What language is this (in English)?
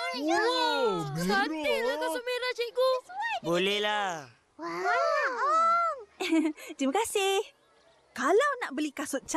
Malay